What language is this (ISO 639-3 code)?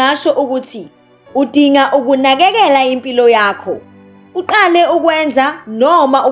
zul